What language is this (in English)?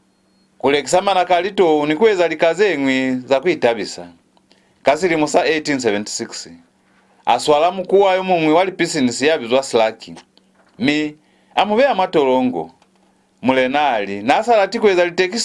Lozi